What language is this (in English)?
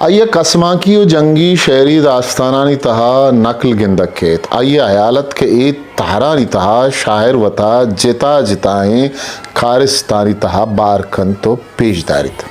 Eastern Balochi